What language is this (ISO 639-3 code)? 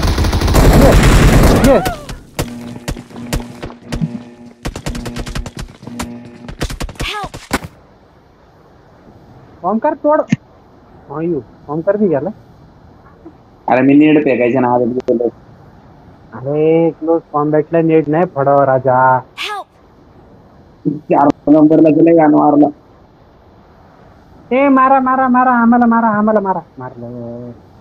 mar